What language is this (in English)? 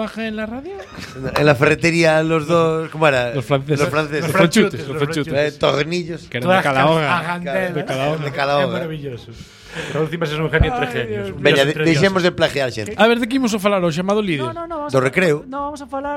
Galician